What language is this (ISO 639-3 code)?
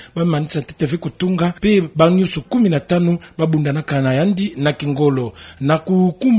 ktu